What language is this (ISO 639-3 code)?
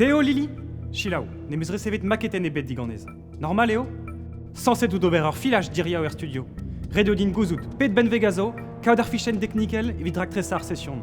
bre